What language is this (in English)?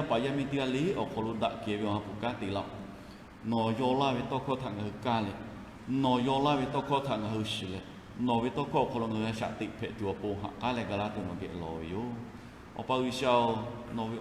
Lahu